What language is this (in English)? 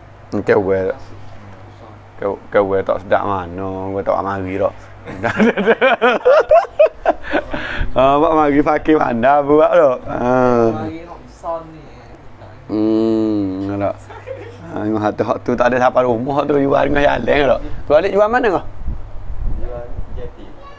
Malay